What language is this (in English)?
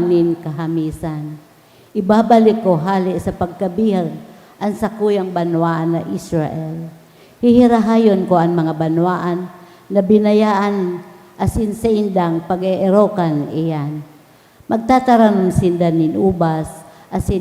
Bikol